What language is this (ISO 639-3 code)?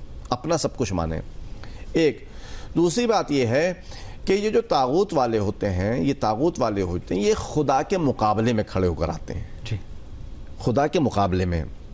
urd